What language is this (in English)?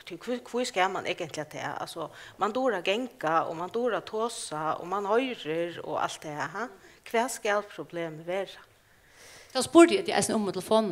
Faroese